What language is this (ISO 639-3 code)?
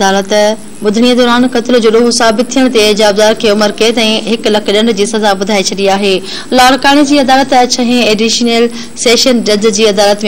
snd